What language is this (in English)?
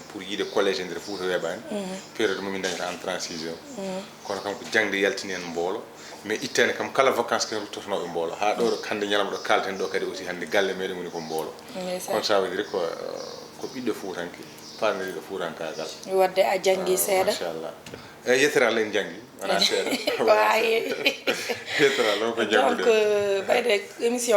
Fula